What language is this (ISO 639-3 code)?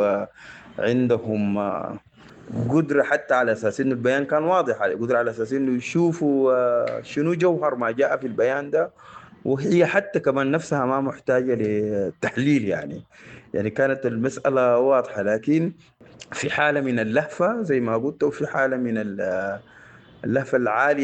apd